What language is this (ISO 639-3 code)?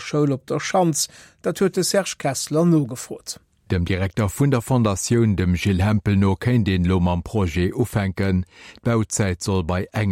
ltz